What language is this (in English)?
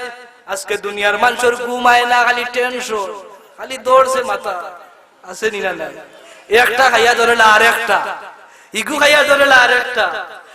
Sylheti